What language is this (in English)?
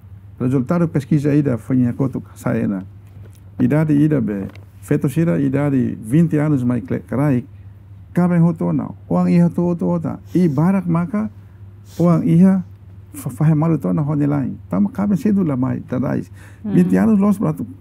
Tetum